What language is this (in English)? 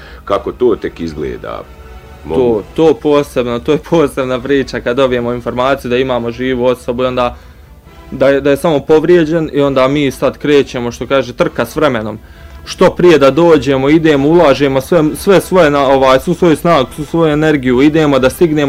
Bosnian